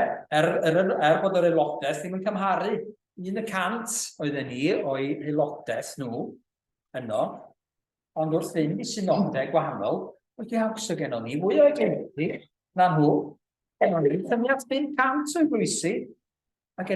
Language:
Welsh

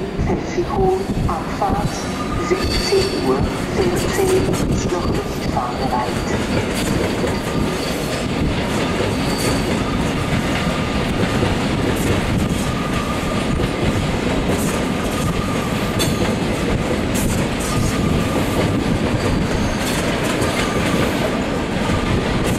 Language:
German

